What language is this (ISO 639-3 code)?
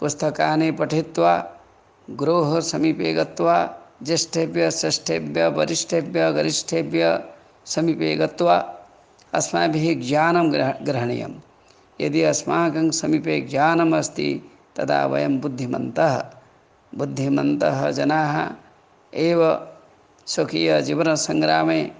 san